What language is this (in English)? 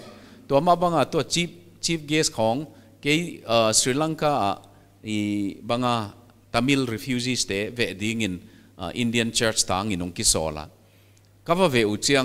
Paite Chin